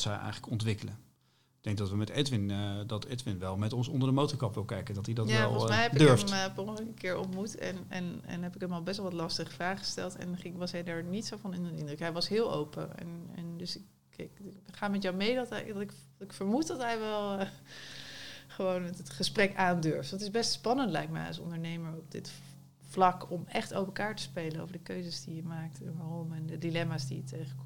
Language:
Dutch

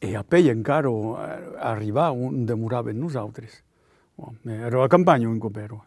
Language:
Occitan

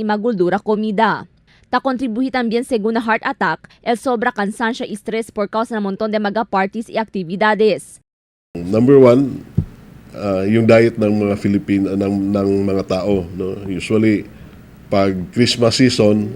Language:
Chavacano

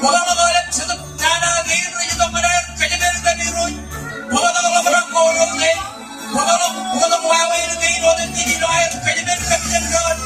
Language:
Marshallese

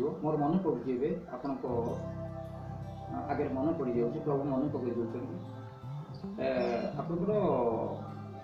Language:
Odia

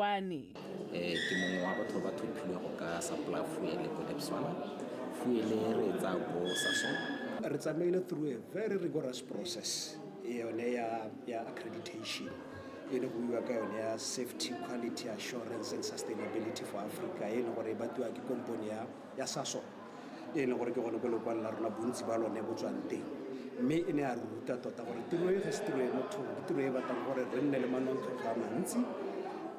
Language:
Tswana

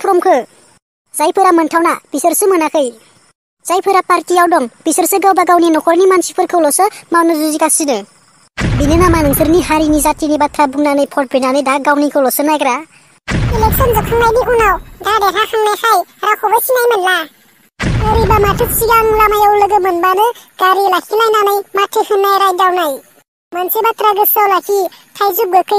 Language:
Bodo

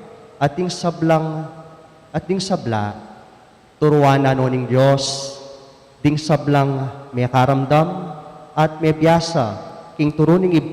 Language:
Pampanga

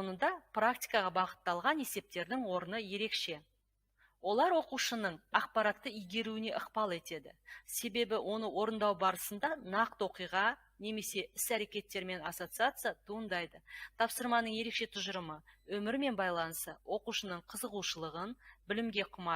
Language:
Kazakh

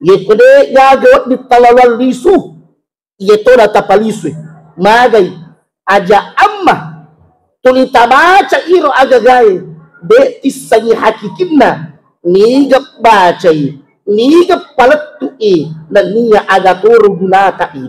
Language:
Buginese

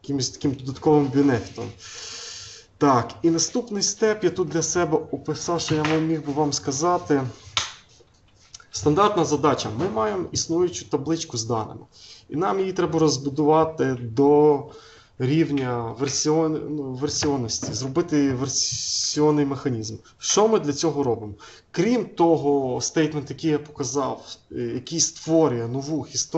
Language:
Ukrainian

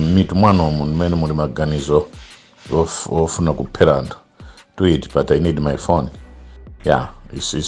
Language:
Nyanja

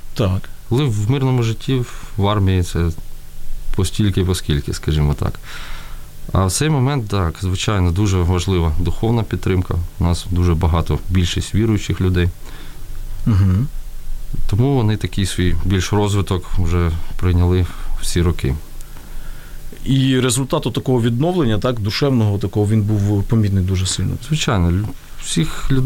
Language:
Ukrainian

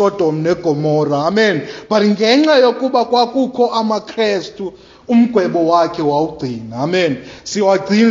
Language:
Xhosa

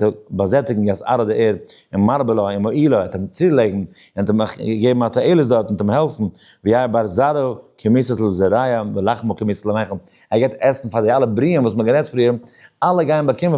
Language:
Yiddish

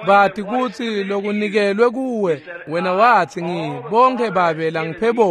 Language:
Swati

